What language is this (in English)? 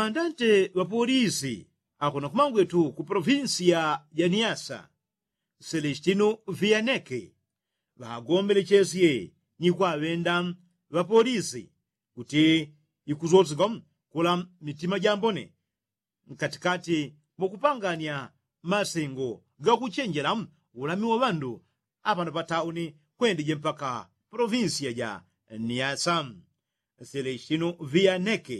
Yao